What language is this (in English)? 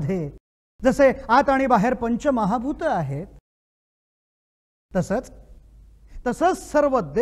Marathi